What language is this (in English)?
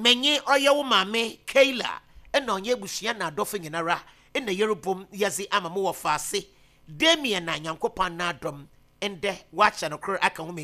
Akan